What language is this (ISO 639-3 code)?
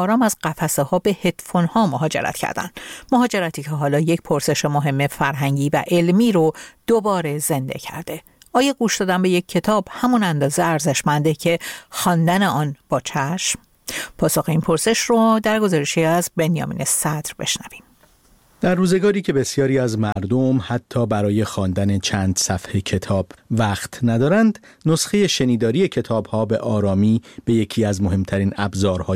fas